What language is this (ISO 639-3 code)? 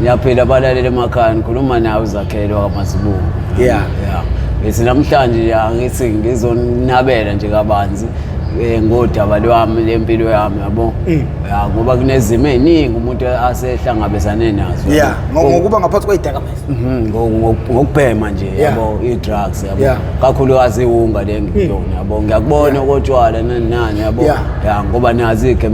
zul